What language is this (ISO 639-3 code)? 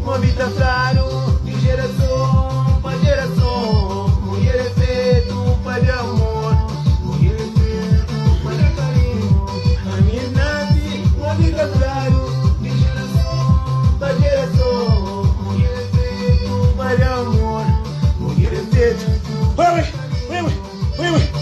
kea